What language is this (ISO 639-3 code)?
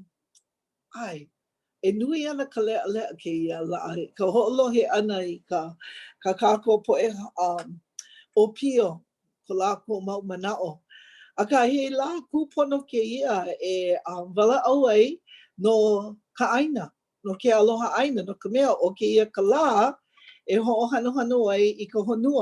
haw